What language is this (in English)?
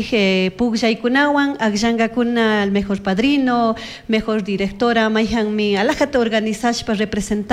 Chimborazo Highland Quichua